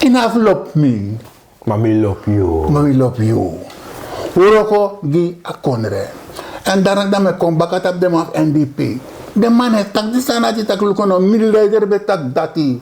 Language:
Sranan Tongo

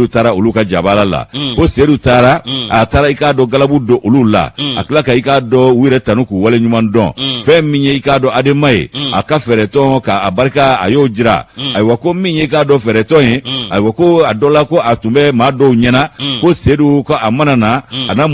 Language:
Bambara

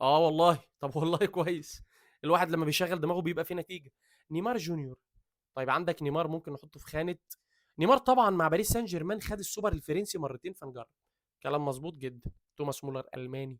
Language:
Egyptian Arabic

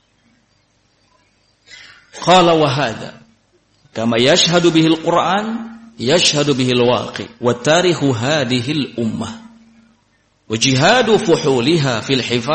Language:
Indonesian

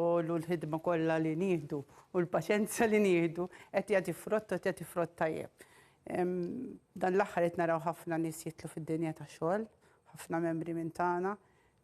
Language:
Maltese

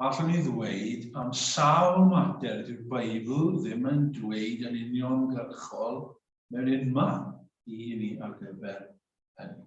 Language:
Welsh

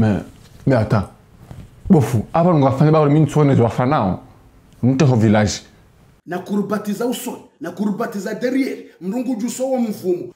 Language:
Ngazidja Comorian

